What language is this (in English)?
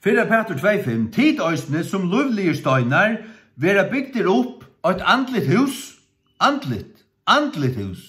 Faroese